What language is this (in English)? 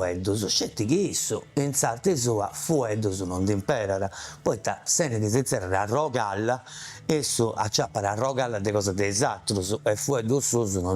Sardinian